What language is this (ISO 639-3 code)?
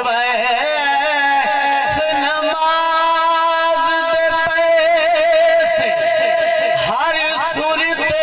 skr